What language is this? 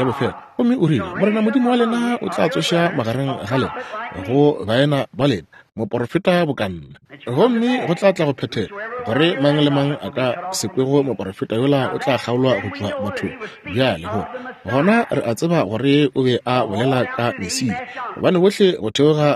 Northern Sotho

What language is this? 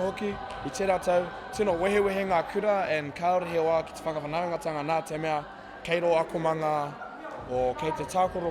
Māori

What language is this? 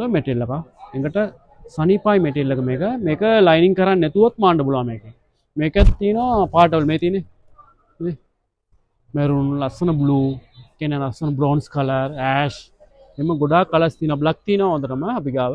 Sinhala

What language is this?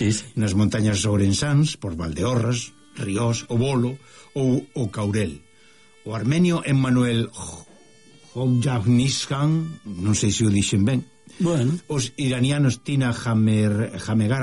Galician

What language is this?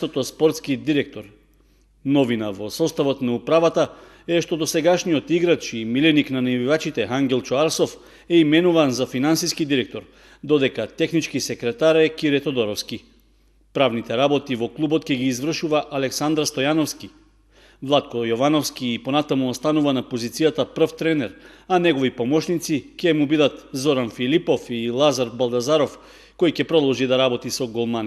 Macedonian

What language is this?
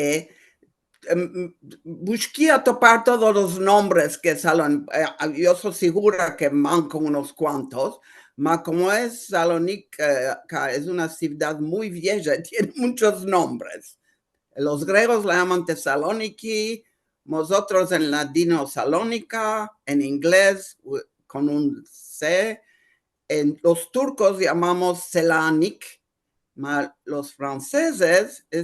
Ladino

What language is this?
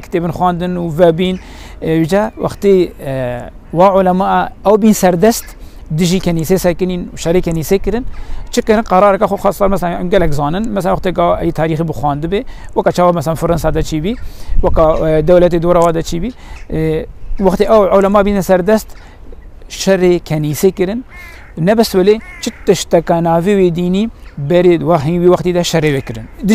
Kurdish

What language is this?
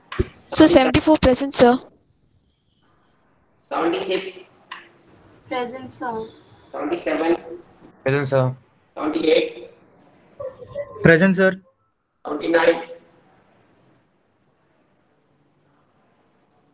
English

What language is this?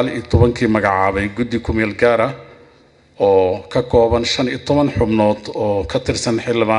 Somali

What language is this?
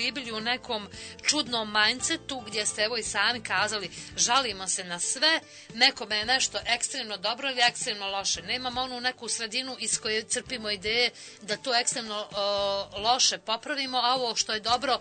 Bosnian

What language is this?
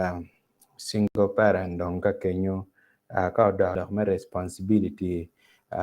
Acoli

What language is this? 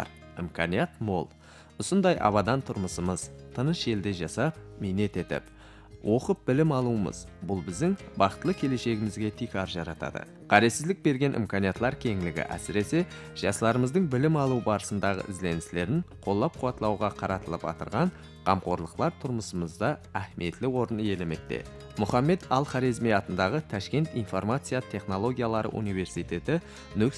Kara-Kalpak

